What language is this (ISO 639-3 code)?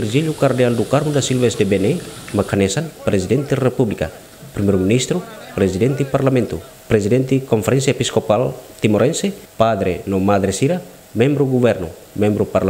tet